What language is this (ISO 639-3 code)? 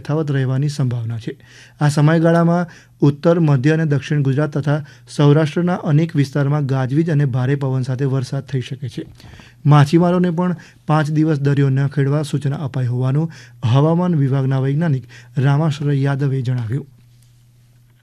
guj